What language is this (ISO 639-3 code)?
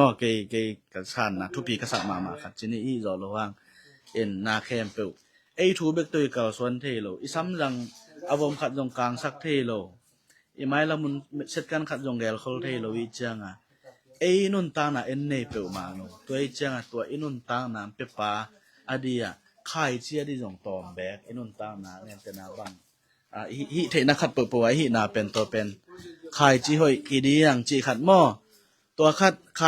ctd